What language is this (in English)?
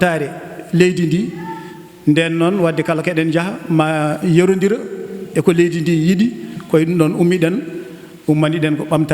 Fula